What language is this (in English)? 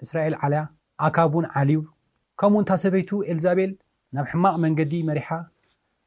Tigrinya